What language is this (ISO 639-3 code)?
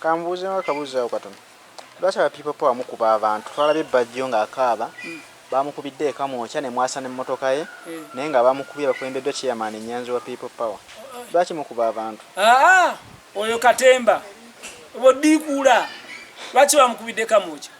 lug